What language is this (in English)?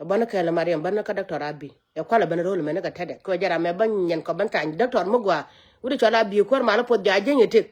Nuer